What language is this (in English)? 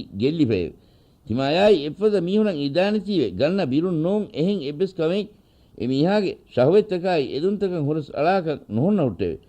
Divehi